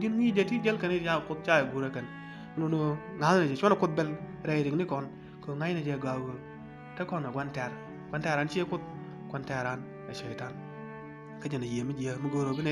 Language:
Nuer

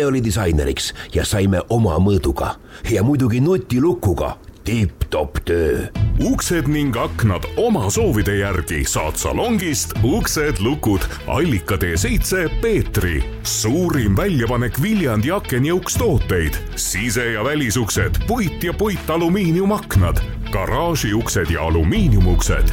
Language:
Estonian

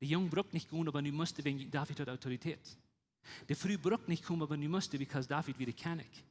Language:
Plautdietsch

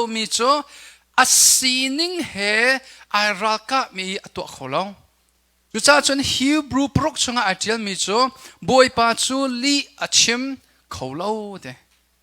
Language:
Hakha Chin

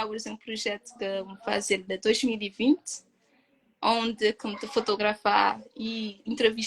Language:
Kabuverdianu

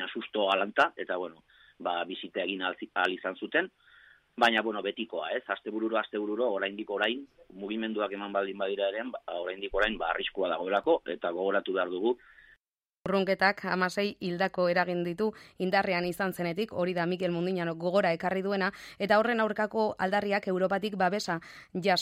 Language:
Basque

